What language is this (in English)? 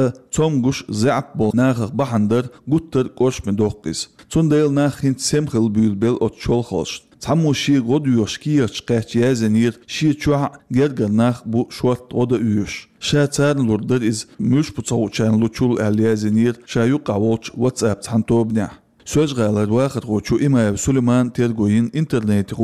Chechen